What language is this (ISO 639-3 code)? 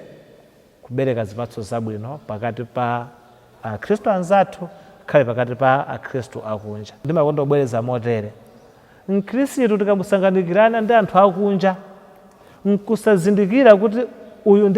nya